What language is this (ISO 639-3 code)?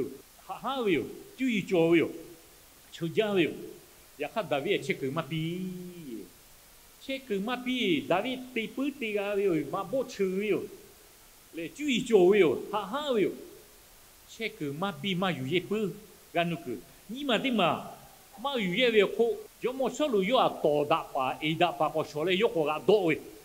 lhu